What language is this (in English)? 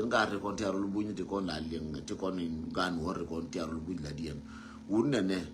Nuer